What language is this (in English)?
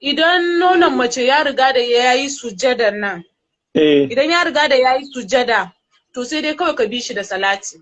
Hausa